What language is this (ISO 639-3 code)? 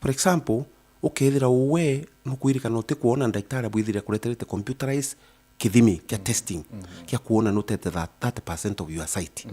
mer